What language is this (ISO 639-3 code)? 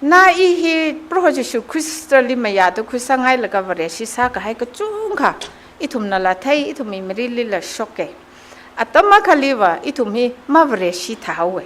nmf